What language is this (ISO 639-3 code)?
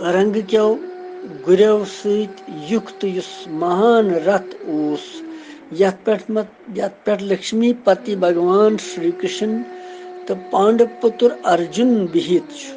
kas